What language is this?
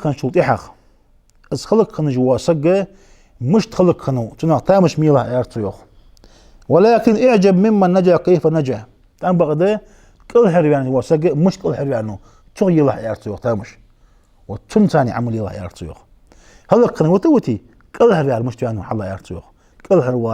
Ingush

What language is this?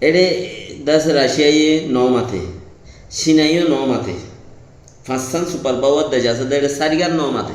Rohingya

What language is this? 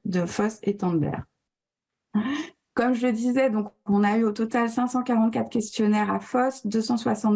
French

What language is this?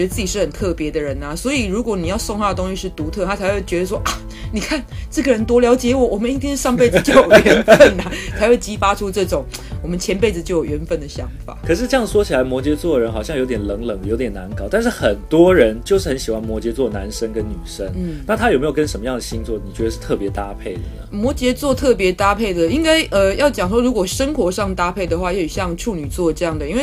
Chinese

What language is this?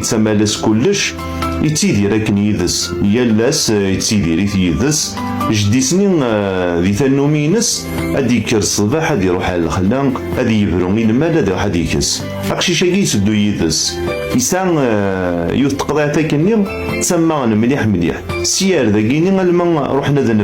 Kabyle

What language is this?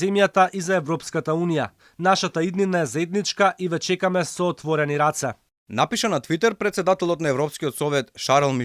Macedonian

